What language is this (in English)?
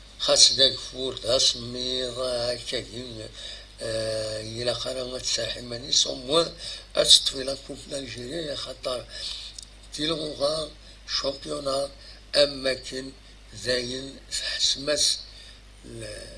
Kabyle